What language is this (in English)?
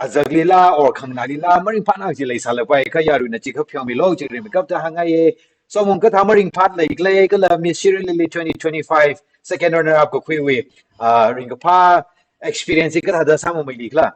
Tangkhul Naga (India)